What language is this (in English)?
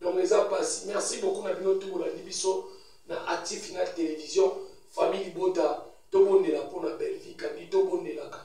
Lingala